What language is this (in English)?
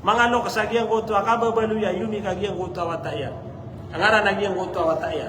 Maranao